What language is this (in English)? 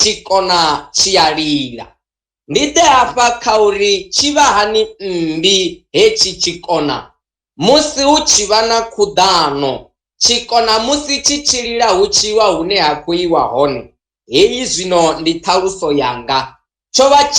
Venda